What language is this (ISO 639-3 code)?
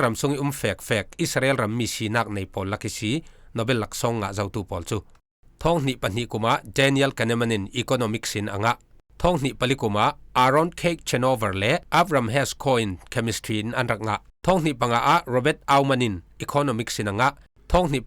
cfm